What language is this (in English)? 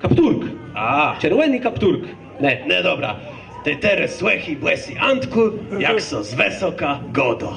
Kashubian